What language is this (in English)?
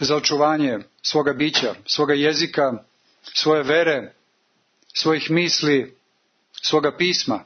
Serbian